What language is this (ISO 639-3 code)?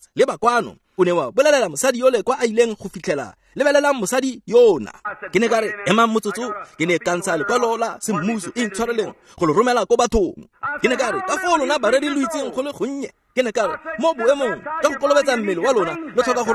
tsn